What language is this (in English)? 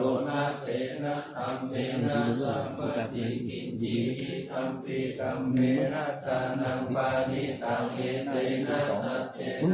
Pali